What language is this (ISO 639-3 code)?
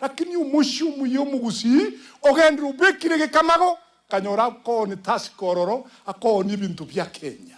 guz